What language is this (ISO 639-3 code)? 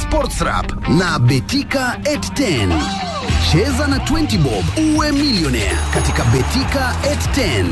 swa